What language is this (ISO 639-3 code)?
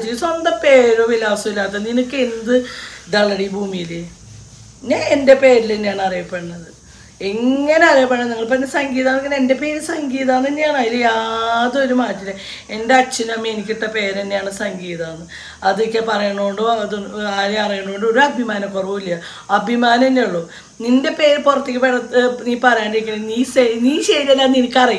mal